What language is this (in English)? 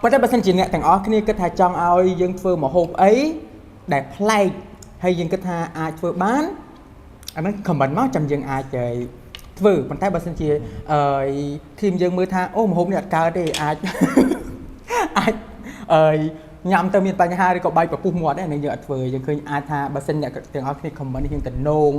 Khmer